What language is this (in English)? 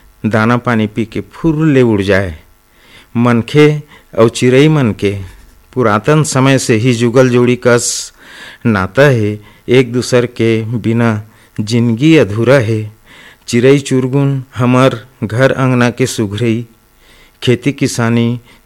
Chhattisgarhi